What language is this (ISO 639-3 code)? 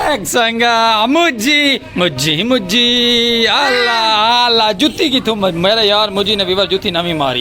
skr